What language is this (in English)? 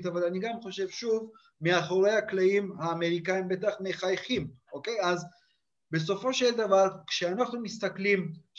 Hebrew